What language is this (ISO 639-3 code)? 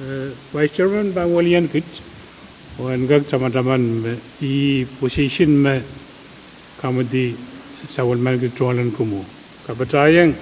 pon